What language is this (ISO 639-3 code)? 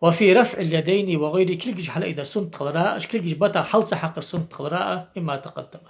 inh